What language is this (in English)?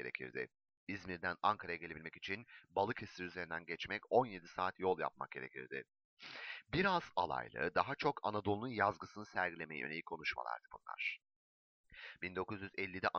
Turkish